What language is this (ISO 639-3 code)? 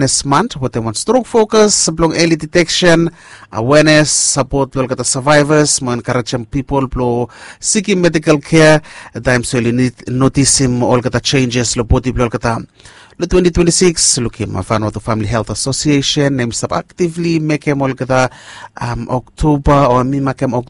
bis